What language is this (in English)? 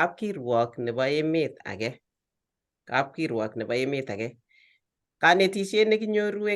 Kalenjin